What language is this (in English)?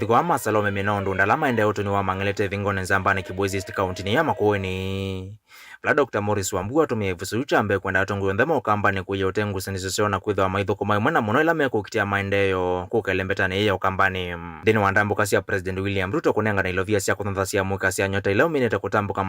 Kamba